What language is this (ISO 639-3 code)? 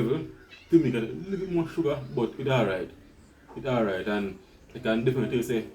jam